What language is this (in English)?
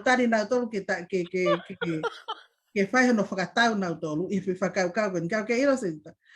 Tongan